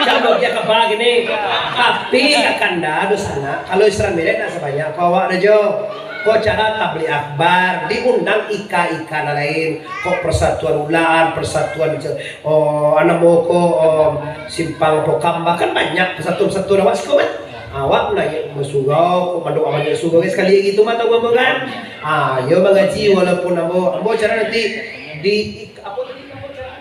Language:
Minangkabau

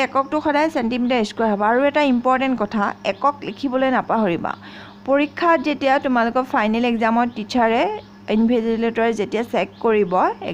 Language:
Assamese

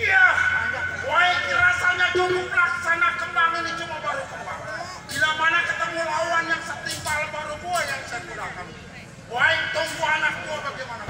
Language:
Betawi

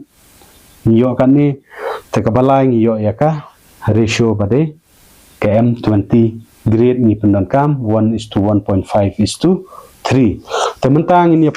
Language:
Khasi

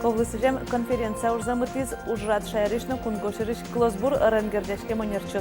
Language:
Udmurt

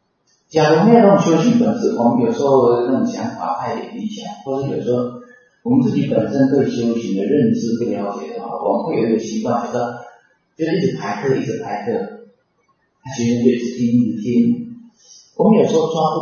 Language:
Chinese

